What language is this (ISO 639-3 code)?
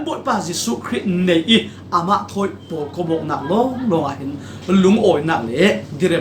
cfm